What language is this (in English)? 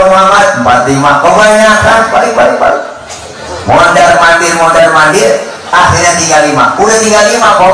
Betawi